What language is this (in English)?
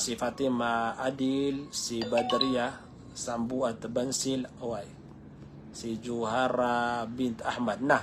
Maranao